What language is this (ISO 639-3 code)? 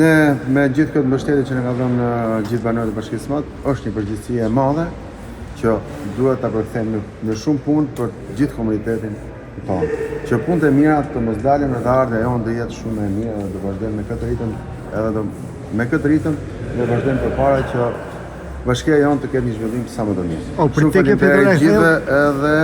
sqi